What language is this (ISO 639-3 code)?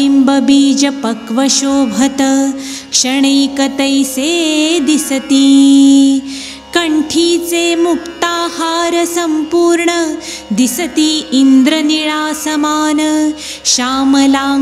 mar